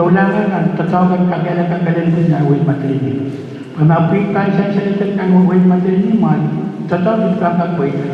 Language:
Pohnpeian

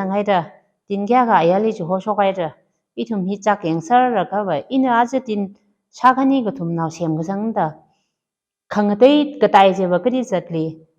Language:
Tangkhul Naga (India)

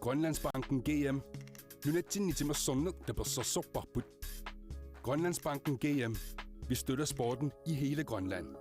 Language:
Kalaallisut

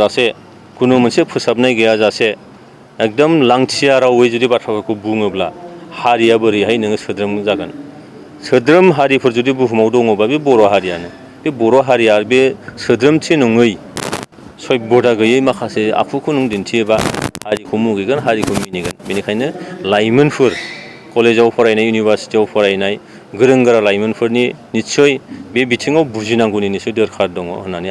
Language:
Bodo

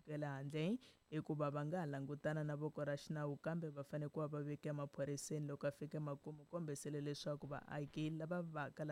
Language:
Tsonga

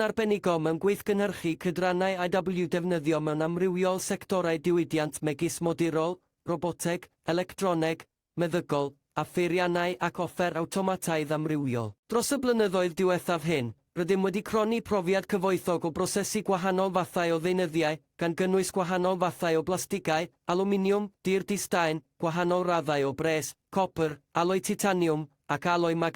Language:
Welsh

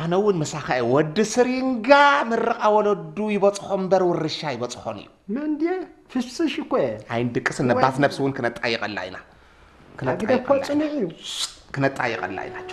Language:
Tigrinya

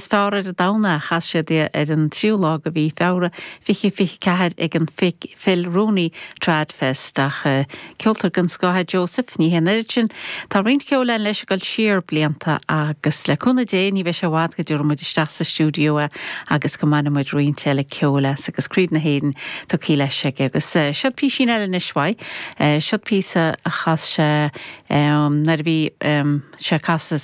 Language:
Irish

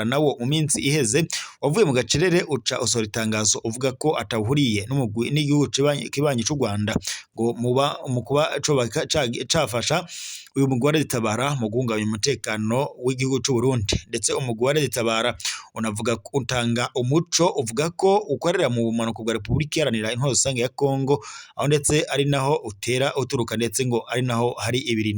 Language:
Rundi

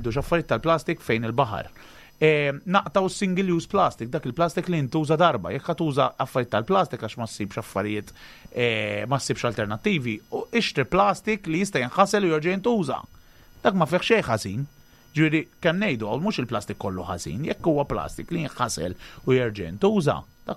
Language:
Maltese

